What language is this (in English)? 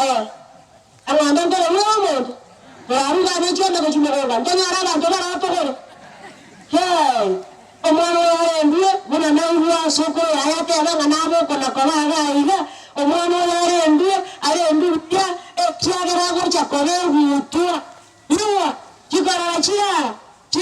Gusii